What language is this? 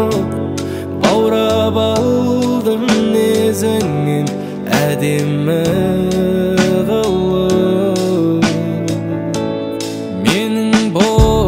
Kazakh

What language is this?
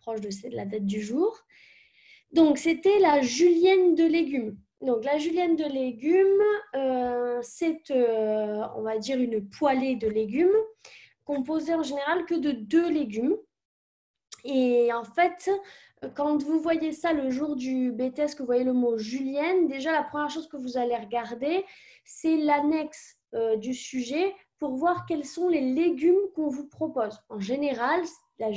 French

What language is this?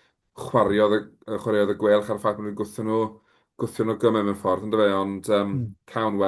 Welsh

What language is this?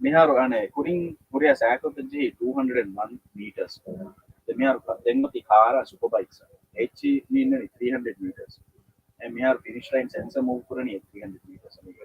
Divehi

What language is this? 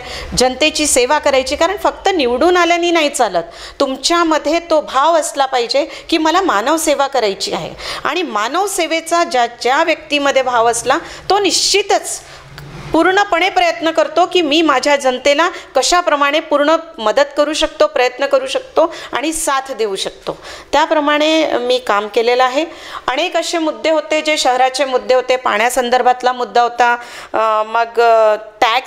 Marathi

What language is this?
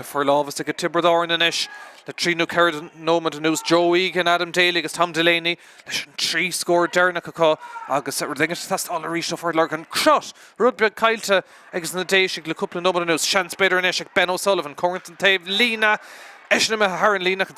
Irish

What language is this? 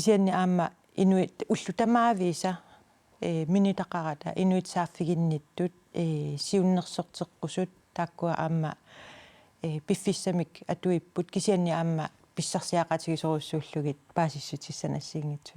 Kalaallisut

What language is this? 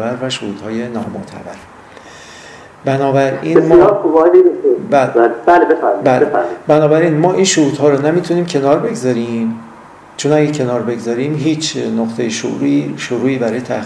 Persian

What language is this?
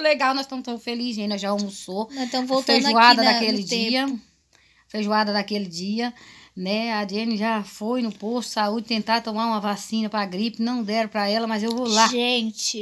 Portuguese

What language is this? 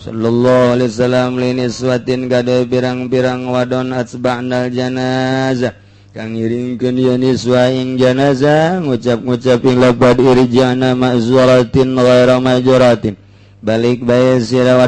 Sundanese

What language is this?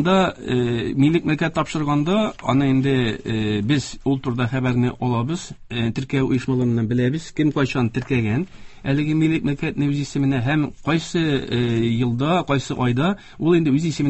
Tatar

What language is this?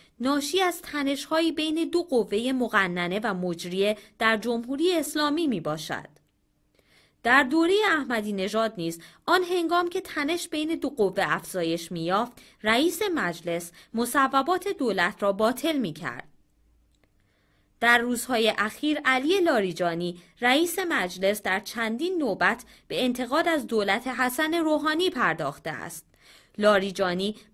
Persian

